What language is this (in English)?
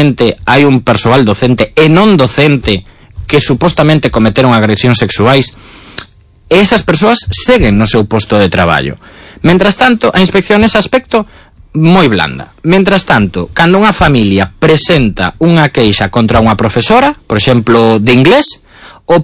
Galician